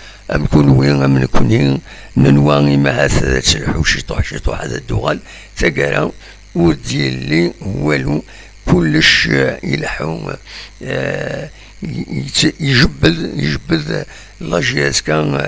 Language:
Kabyle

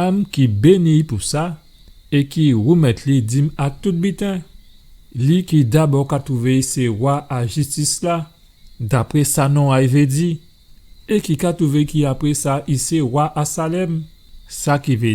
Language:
Guadeloupean Creole French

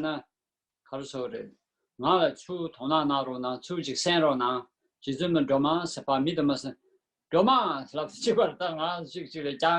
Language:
Tibetan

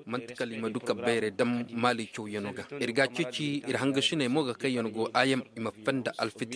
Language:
Koyraboro Senni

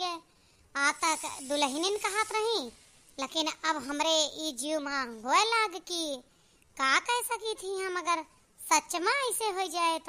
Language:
Awadhi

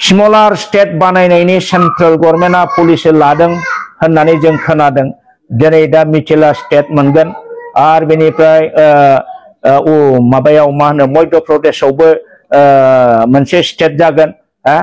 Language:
Bodo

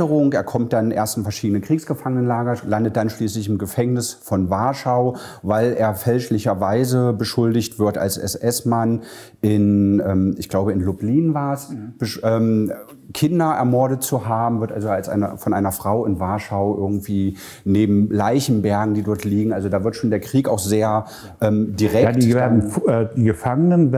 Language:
German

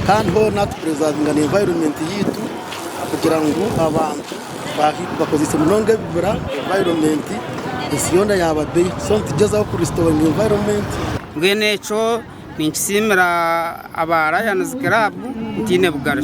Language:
Nyankole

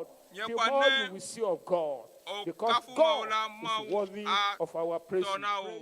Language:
Ewe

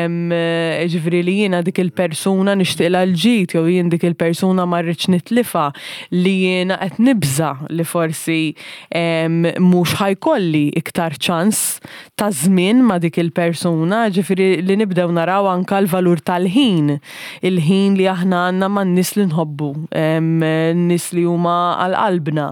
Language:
Maltese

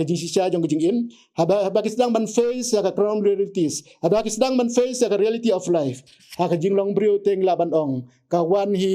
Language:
Khasi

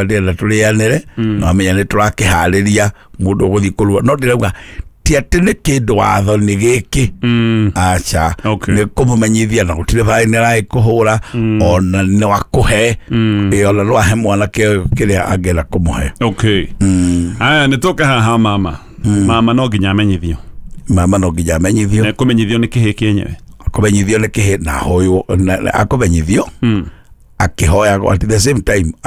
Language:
Kikuyu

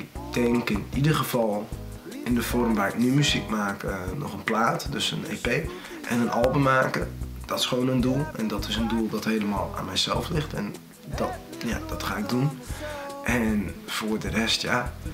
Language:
Western Frisian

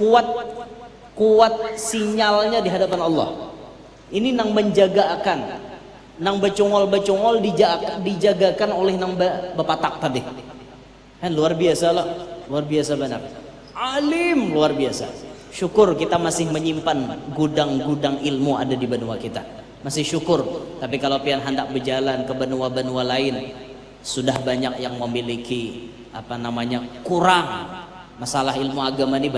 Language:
Banjar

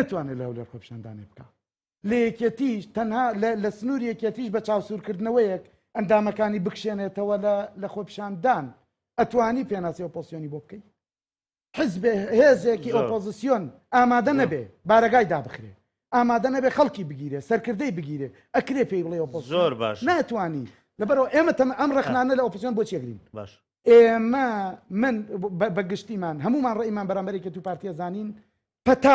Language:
Central Kurdish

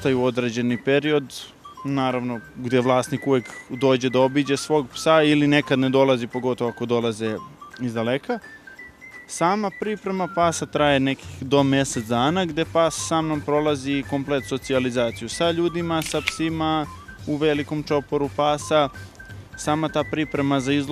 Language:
Serbian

